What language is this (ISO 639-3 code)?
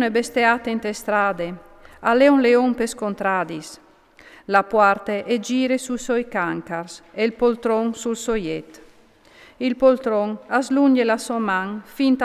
fur